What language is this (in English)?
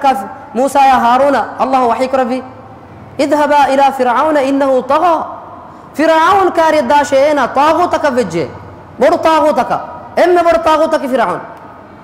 Divehi